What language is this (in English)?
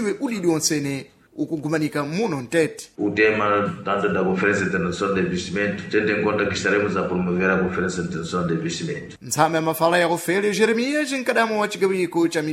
Sena